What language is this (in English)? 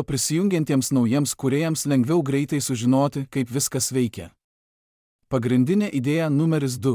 Lithuanian